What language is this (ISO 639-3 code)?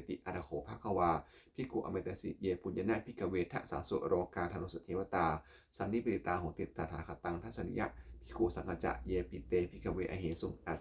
pli